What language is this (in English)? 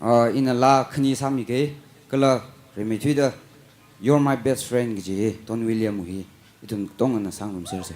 Tangkhul Naga (India)